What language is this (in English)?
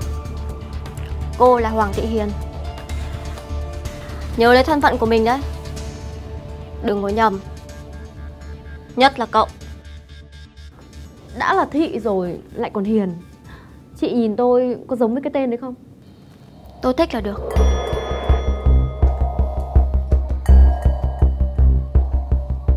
Vietnamese